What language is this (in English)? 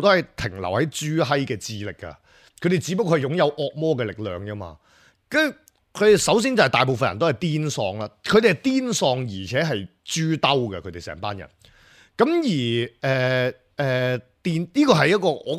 Cantonese